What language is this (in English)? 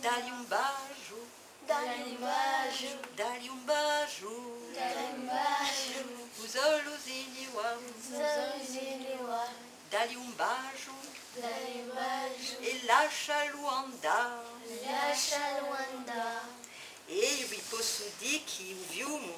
Corsican